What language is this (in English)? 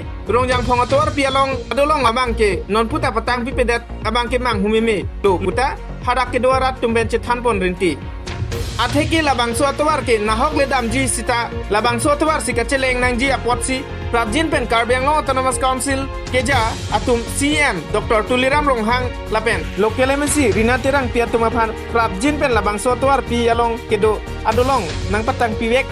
Karbi